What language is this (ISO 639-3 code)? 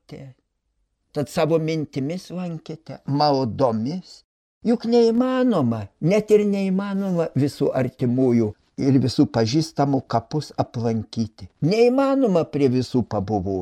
lit